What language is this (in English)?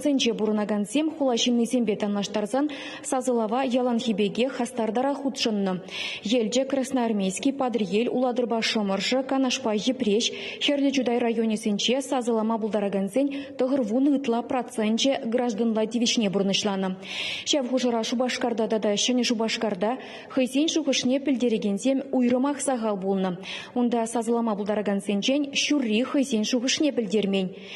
Chuvash